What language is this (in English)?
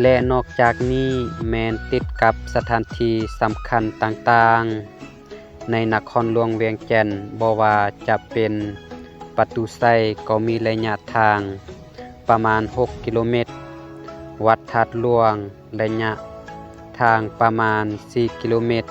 Lao